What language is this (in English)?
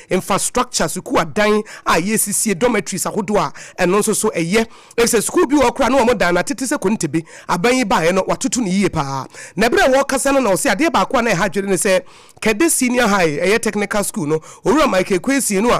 Akan